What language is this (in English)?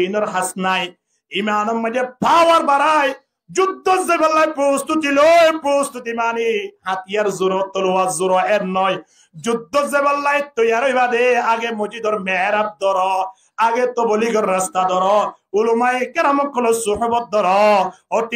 Rohingya